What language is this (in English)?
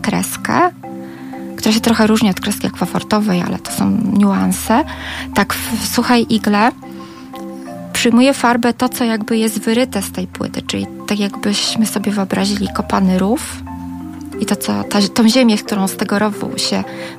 Polish